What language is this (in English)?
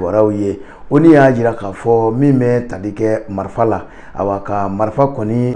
Bambara